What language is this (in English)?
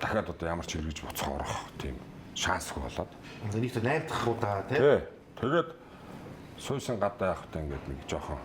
Mongolian